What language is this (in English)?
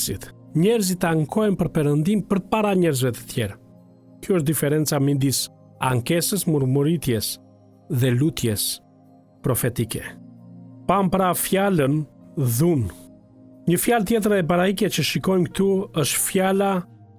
Albanian